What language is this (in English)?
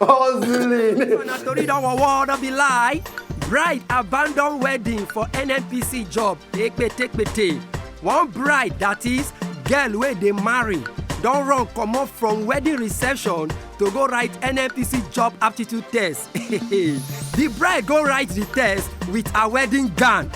Nigerian Pidgin